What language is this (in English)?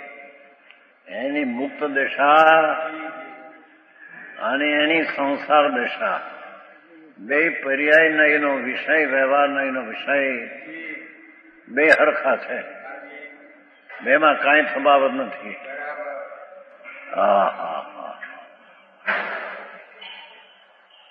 Gujarati